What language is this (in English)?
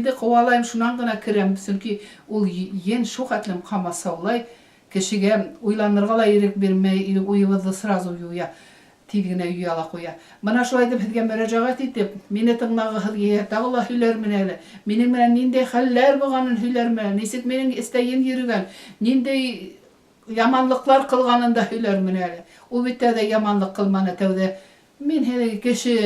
Bashkir